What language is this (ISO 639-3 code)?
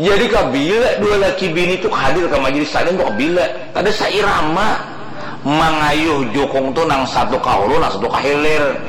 bjn